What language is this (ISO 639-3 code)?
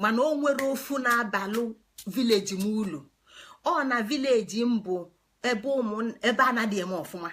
ibo